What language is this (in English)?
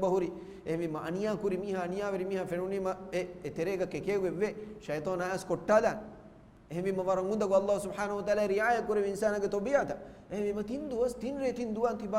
Divehi